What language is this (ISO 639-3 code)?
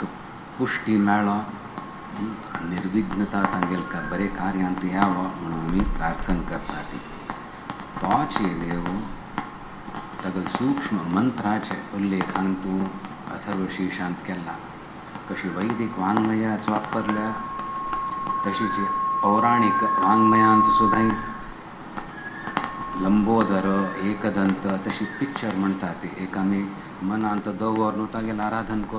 kok